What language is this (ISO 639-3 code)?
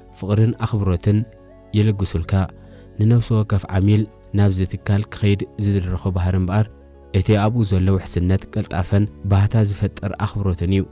tir